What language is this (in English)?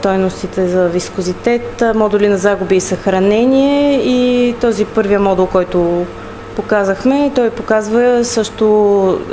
Bulgarian